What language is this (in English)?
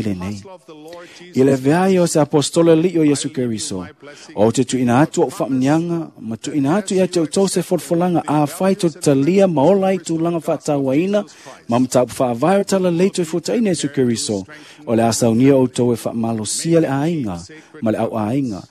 Samoan